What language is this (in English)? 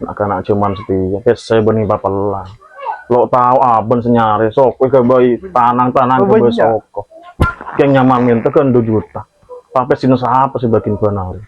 Madurese